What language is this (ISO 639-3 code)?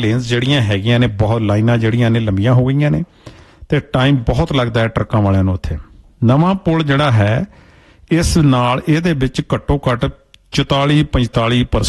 pan